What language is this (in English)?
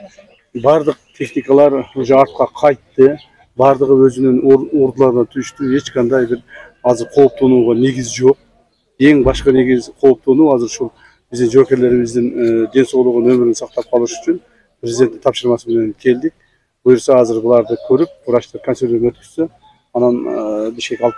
Kyrgyz